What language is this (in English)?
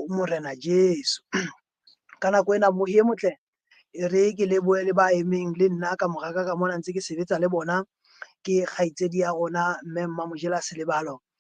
Southern Sotho